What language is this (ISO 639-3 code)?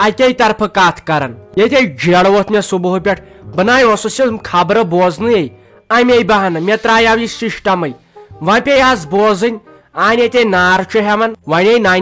kas